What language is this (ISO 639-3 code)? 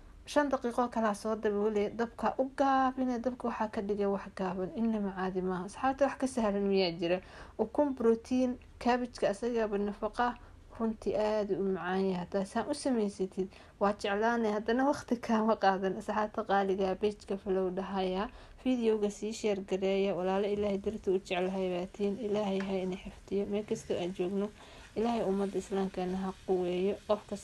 som